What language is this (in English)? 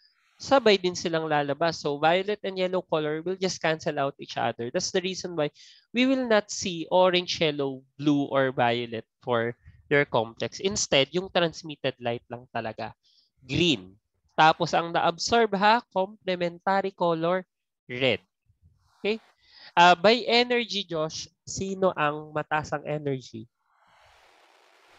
Filipino